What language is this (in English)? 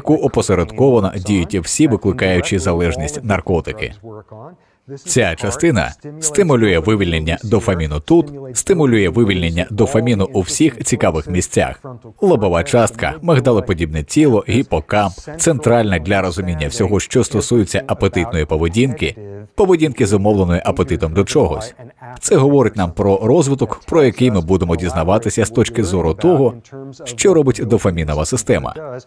Ukrainian